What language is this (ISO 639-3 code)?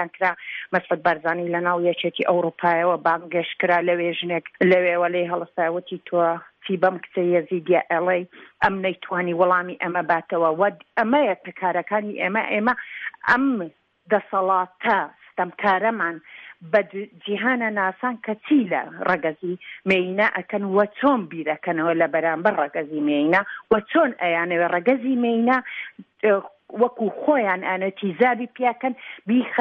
ckb